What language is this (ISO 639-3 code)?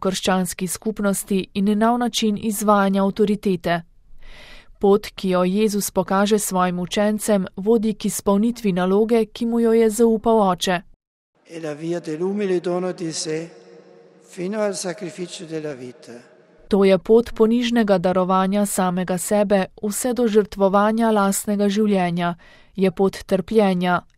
slv